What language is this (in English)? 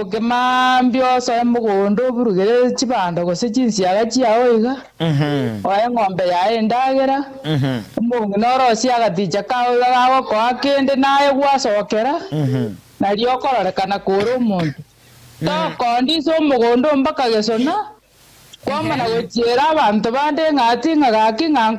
Gusii